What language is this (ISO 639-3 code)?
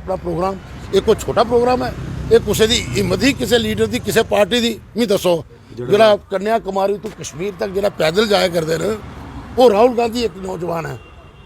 doi